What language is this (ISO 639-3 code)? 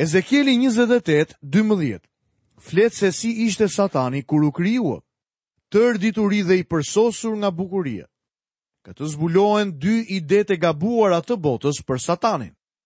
sqi